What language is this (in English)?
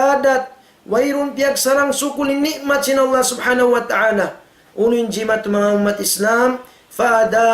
Tausug